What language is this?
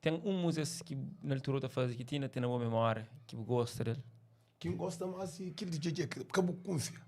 Kabuverdianu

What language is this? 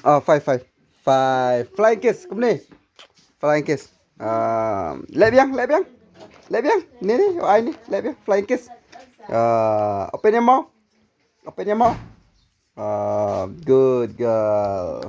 Khasi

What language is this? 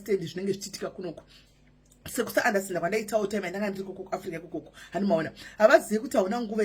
Shona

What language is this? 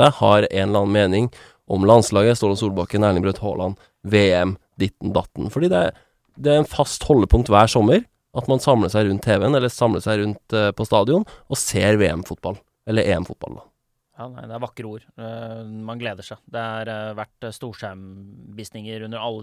Norwegian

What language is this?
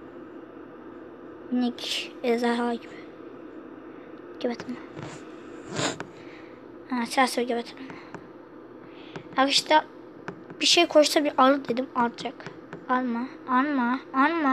Turkish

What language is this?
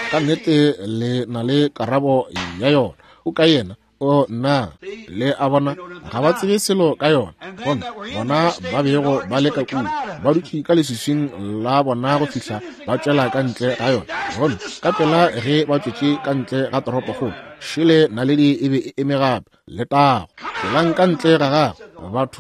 Northern Sotho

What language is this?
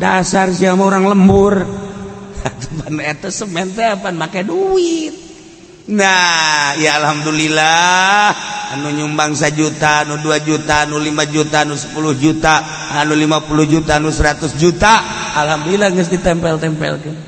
Sundanese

